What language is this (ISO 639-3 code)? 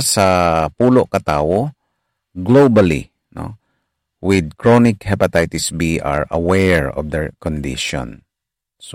hil